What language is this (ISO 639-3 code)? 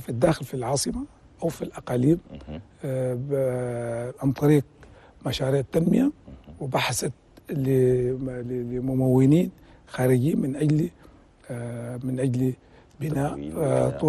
shu